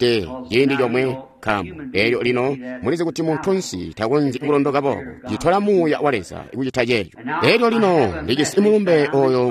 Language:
Tonga (Zambia)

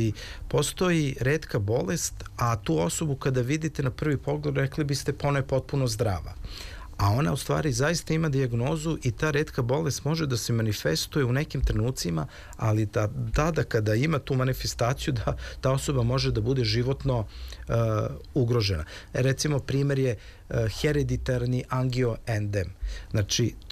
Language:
Serbian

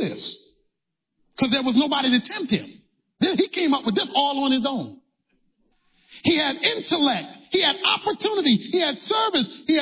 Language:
English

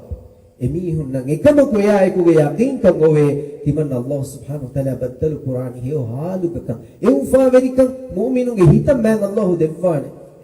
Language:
Divehi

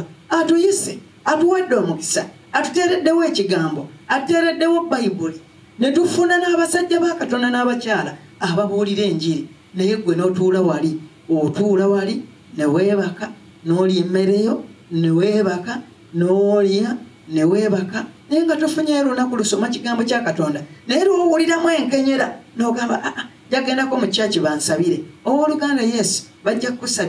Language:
Ganda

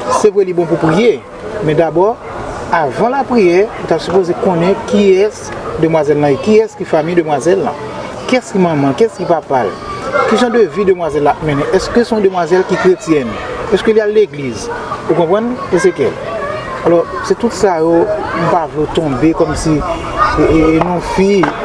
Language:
Haitian Creole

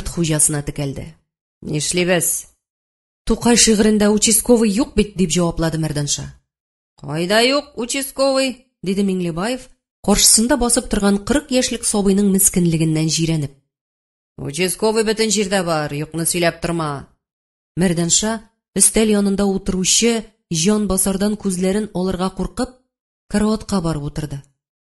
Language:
Tatar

